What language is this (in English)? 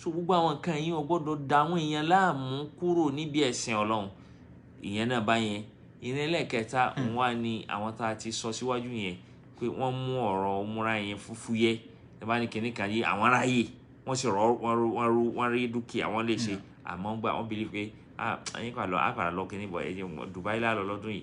Yoruba